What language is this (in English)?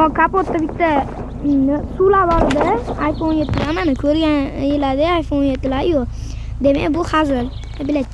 Uzbek